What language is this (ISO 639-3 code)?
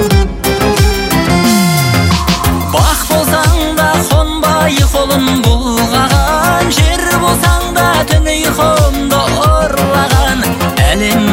kaz